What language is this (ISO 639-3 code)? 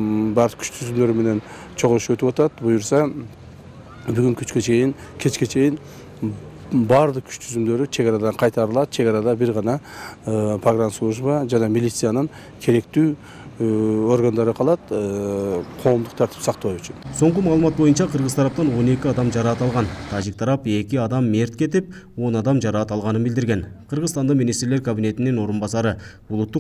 kir